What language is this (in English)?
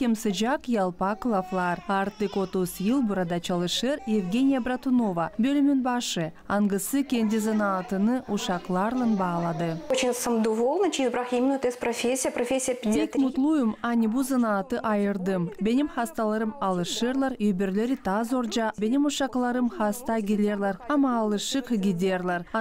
Gagauz